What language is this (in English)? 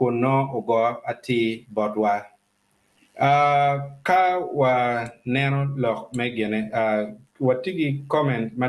Acoli